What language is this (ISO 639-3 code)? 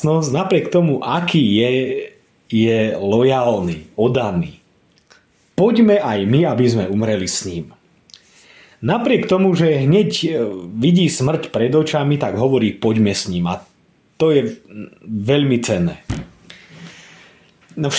slk